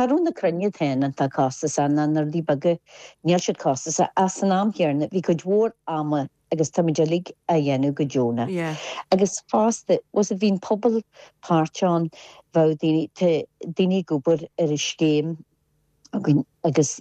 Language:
Irish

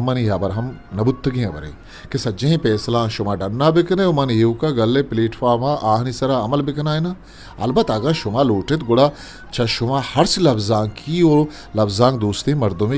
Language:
Eastern Balochi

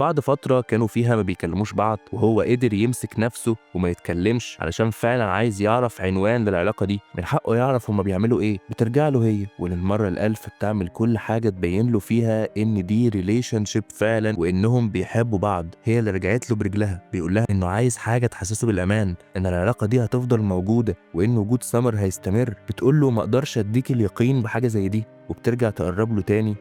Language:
Egyptian Arabic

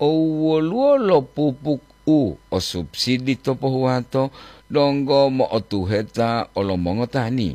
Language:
Gorontalo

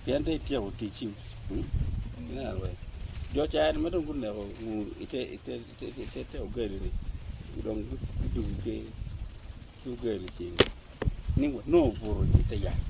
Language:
Acoli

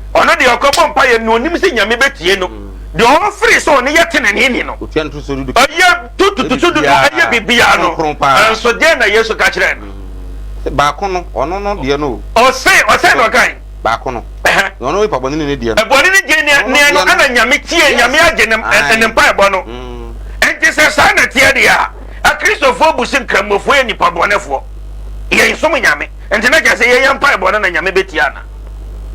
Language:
Akan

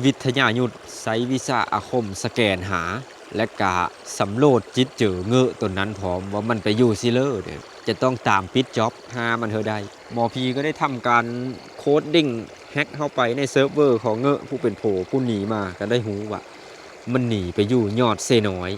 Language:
Lao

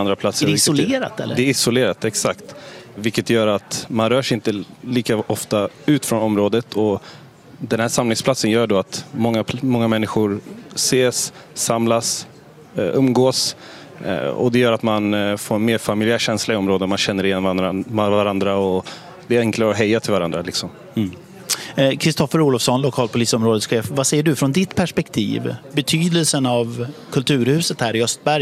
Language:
Swedish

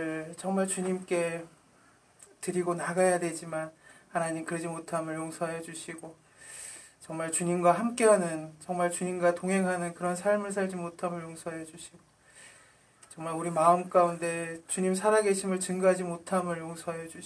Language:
Korean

